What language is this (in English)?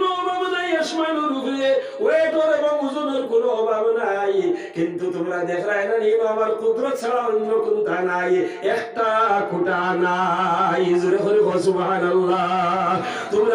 Sylheti